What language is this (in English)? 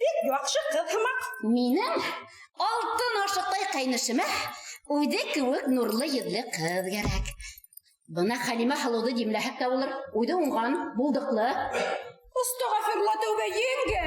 Bashkir